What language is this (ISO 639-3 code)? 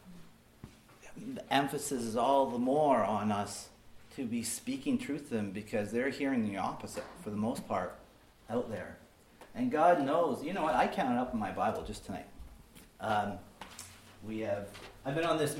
eng